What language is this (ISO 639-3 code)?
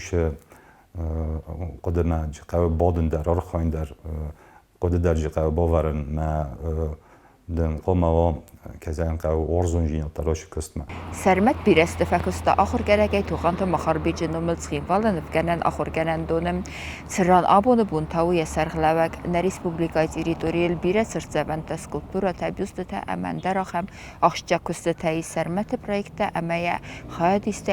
oss